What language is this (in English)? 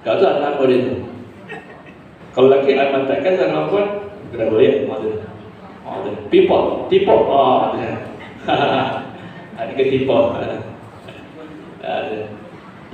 Malay